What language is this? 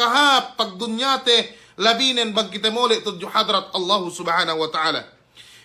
Yakan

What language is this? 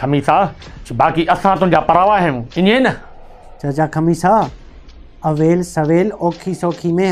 Sindhi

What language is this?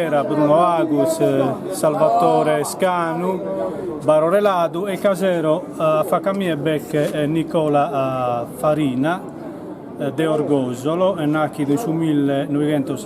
Sardinian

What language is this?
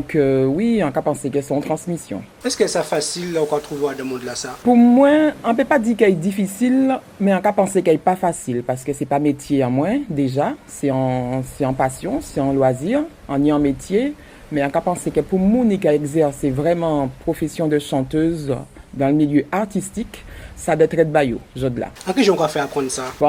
Guadeloupean Creole French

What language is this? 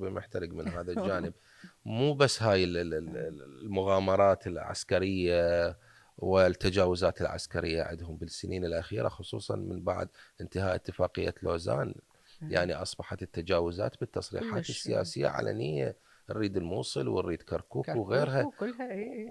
Mesopotamian Arabic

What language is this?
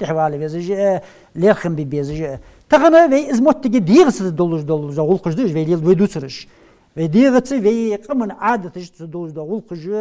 Ingush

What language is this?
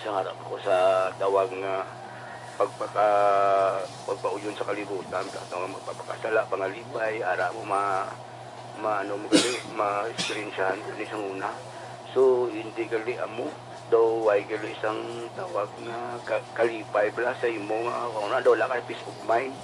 Hiligaynon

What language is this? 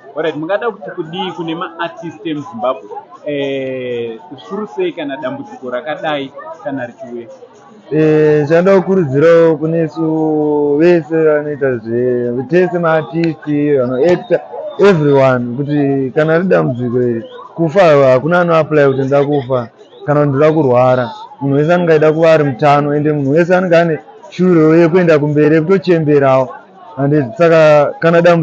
Shona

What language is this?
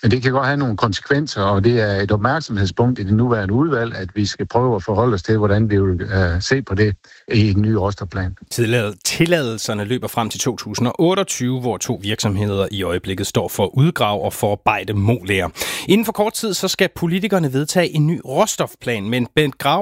Danish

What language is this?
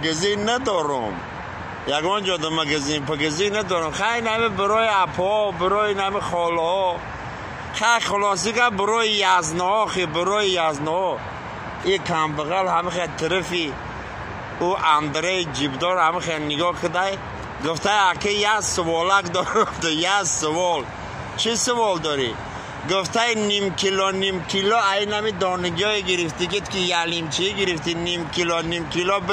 Tajik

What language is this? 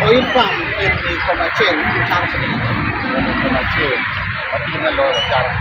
Acoli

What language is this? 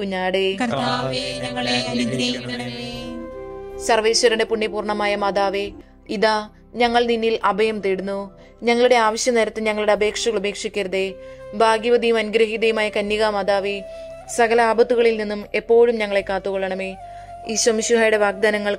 Malayalam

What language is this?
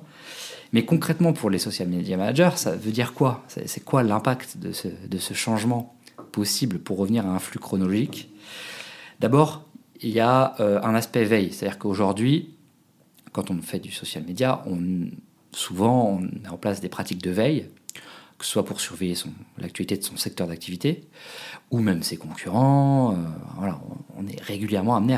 French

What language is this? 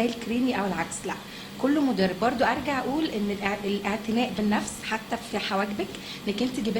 Egyptian Arabic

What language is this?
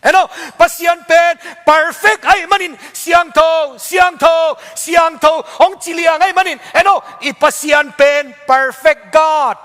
Tedim Chin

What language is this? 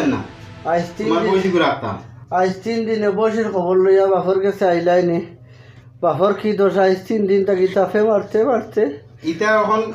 Sylheti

